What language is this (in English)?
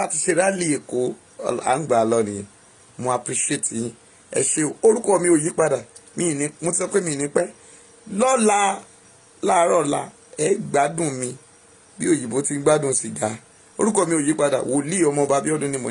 Yoruba